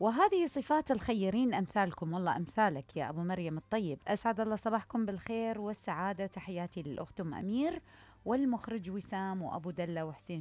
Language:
Mesopotamian Arabic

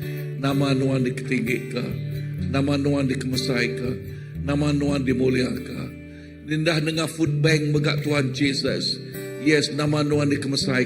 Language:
Iban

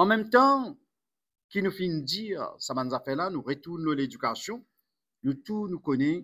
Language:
Morisyen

